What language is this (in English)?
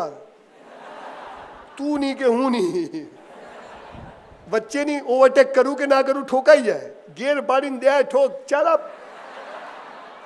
Gujarati